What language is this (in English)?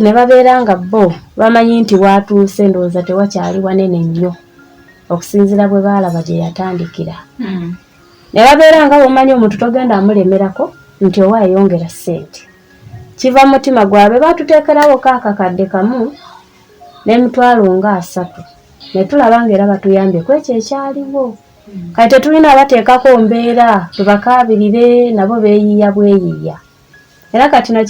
Ganda